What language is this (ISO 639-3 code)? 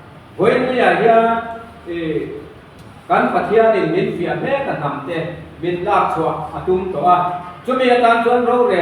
lus